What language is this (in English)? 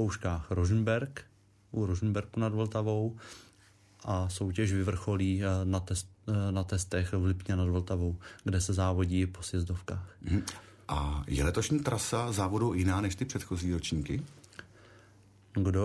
Czech